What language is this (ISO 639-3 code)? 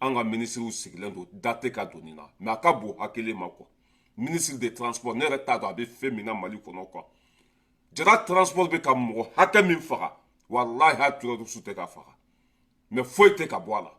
bam